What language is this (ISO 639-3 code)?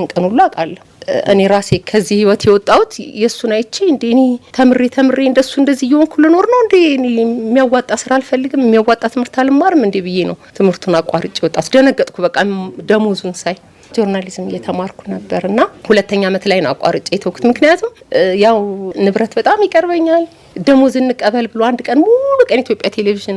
amh